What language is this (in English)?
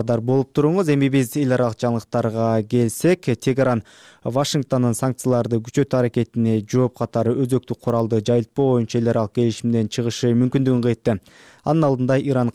Kyrgyz